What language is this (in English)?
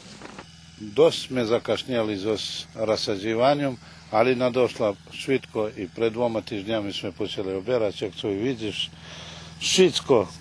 Croatian